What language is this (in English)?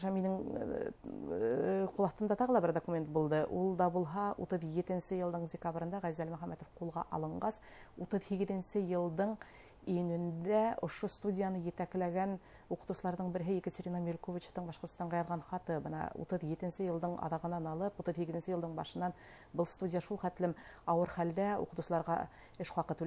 Bashkir